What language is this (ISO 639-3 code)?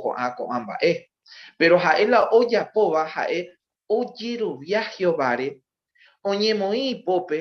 grn